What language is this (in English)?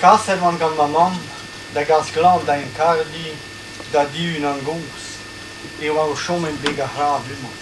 Breton